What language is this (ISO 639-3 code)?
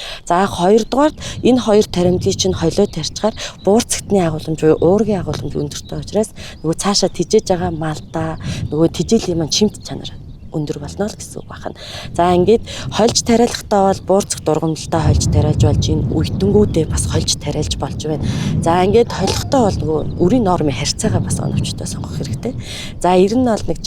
mon